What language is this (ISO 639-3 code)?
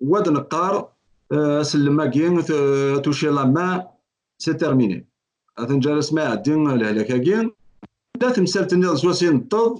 kab